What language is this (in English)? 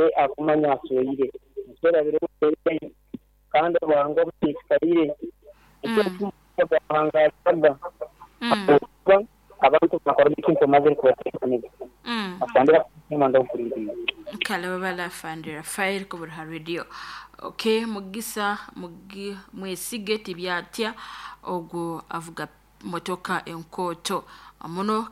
Nyoro